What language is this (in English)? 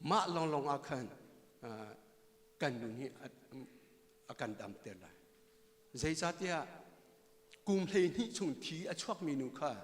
Hakha Chin